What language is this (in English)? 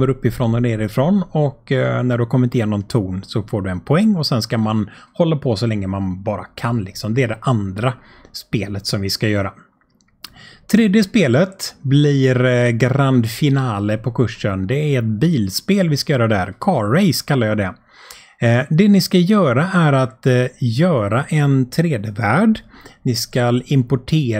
Swedish